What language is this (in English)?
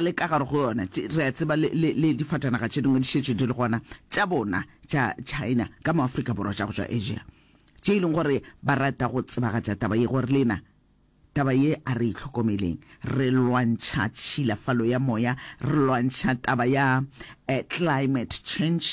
Northern Sotho